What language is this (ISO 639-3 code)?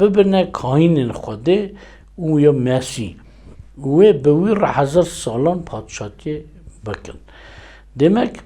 kur